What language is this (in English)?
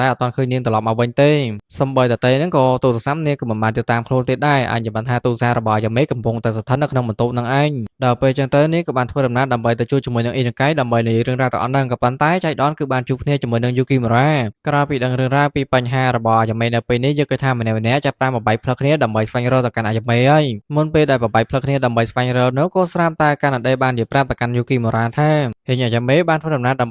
Khmer